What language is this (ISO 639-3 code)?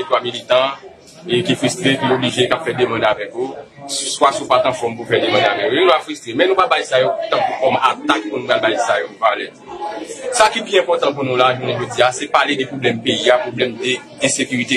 hat